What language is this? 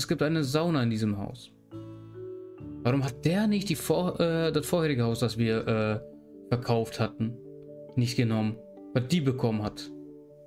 German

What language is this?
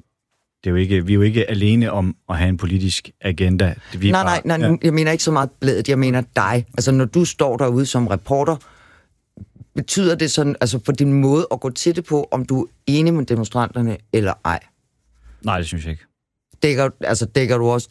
Danish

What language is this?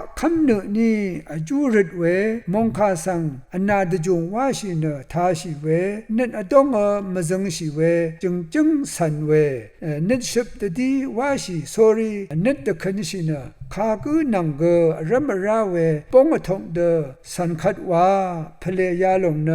Rawang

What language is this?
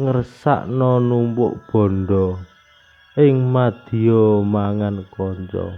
Javanese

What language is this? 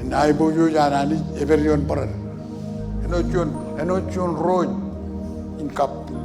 Marshallese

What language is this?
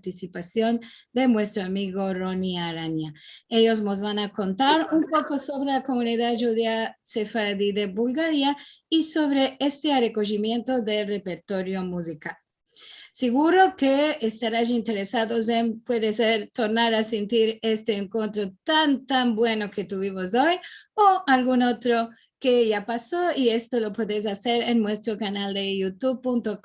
Ladino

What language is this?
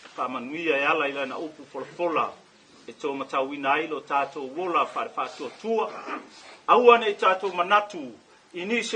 Samoan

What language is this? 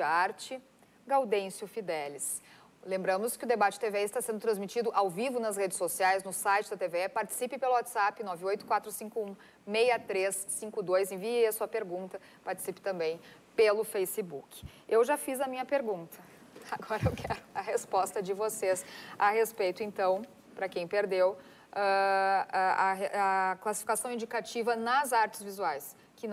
Portuguese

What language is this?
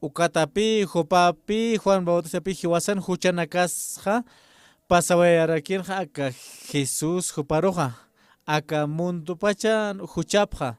Aymara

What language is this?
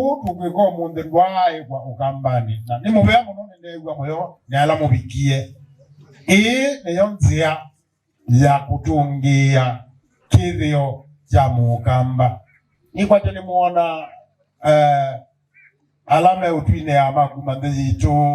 Kamba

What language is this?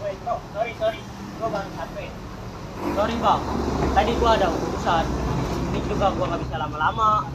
Betawi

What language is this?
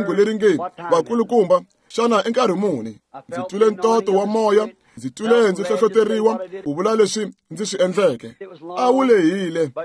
Tsonga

